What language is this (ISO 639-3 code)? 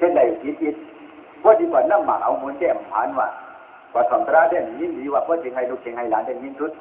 shn